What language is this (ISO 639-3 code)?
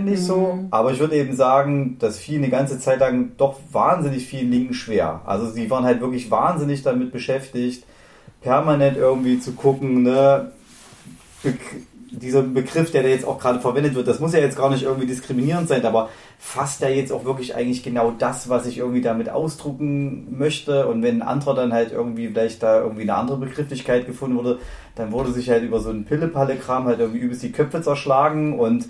deu